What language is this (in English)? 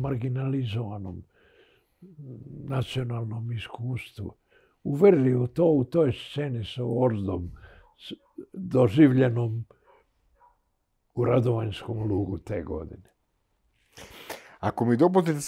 Serbian